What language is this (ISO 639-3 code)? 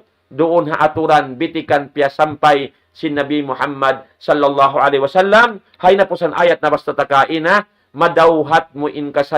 tsg